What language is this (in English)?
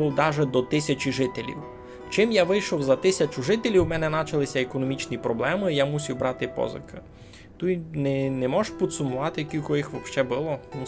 Rusyn